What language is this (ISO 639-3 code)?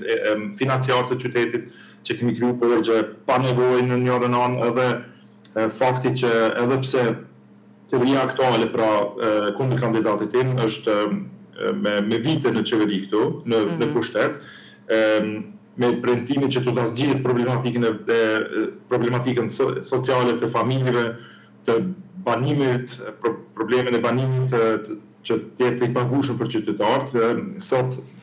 sqi